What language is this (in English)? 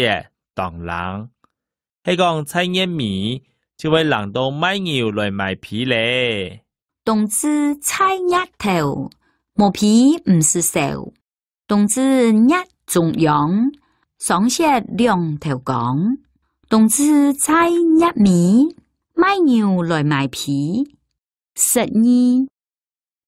Hakka Chinese